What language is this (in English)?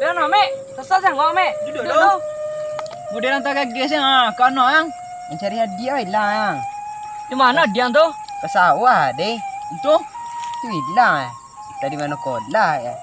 Minangkabau